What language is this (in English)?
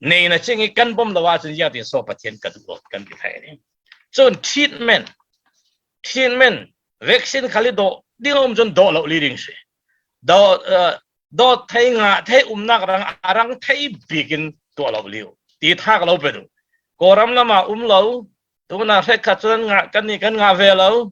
Falam Chin